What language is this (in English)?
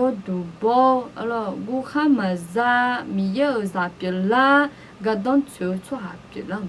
Akha